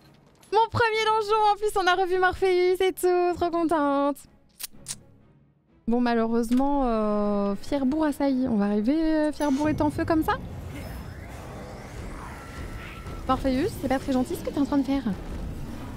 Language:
French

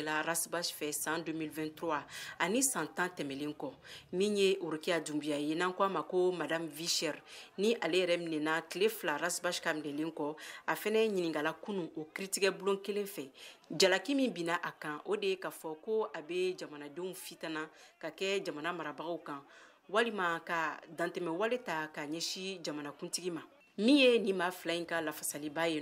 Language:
Bambara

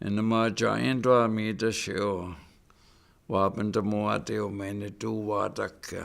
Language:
Chippewa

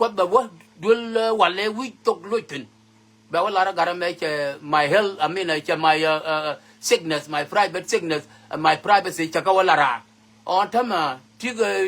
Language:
Nuer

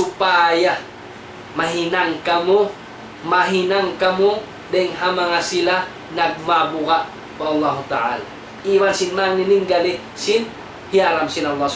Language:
Tausug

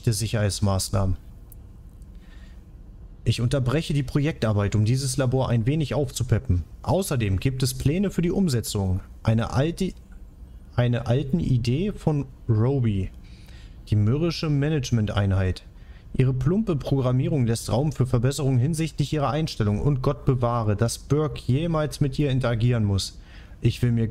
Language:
German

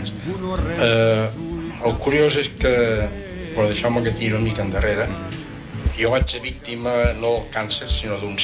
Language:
Catalan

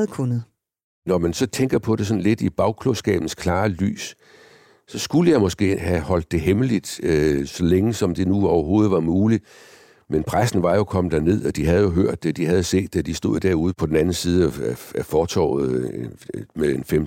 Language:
Danish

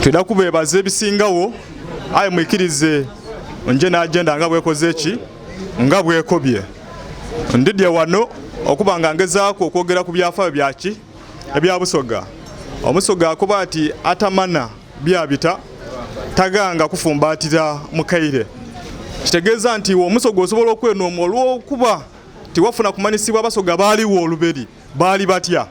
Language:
Ganda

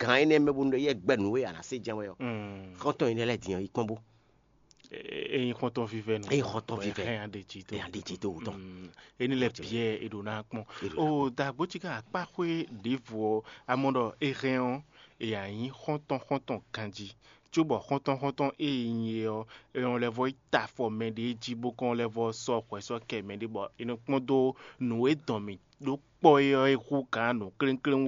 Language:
Fon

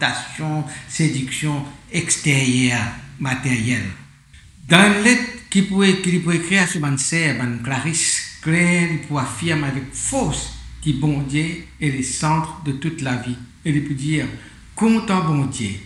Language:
Morisyen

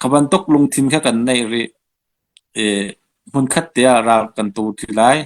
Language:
Hakha Chin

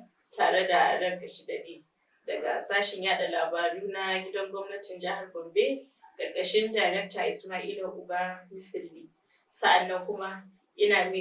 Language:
Hausa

